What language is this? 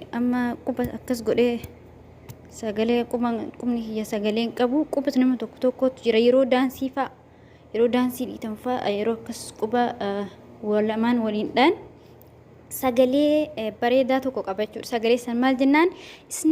Oromo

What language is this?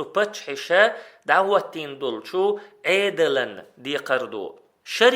Chechen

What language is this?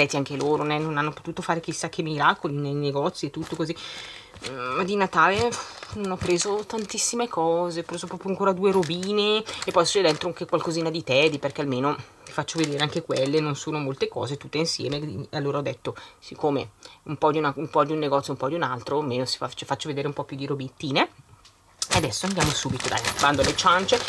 Italian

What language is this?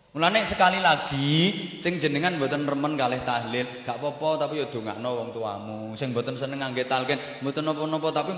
Javanese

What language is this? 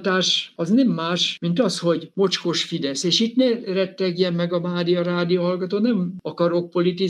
Hungarian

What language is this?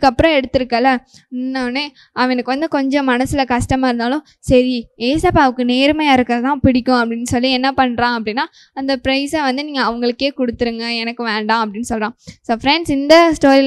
Tamil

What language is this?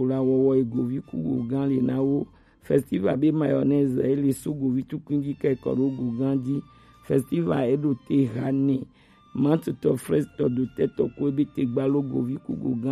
Gen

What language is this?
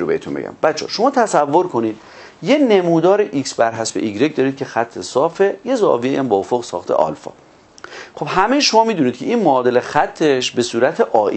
Persian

